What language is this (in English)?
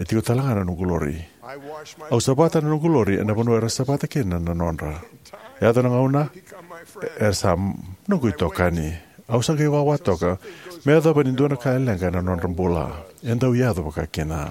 Fijian